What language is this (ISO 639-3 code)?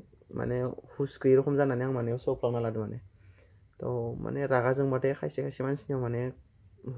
brx